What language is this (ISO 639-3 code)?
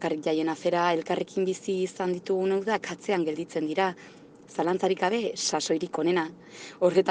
eus